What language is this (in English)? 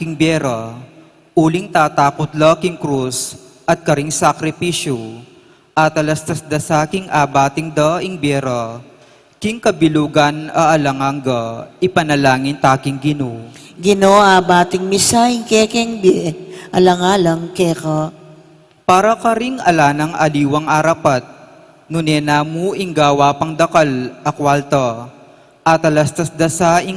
Pampanga